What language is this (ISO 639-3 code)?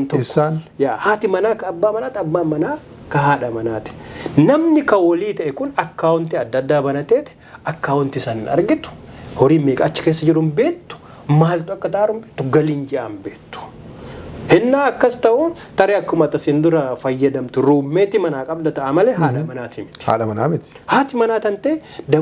orm